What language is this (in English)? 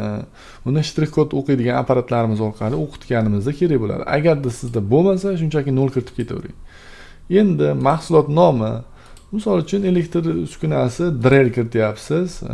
Uzbek